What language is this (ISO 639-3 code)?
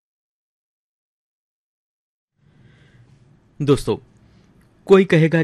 hin